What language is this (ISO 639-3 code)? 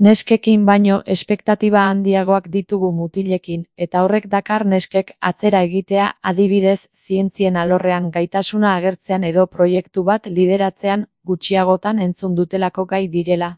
eus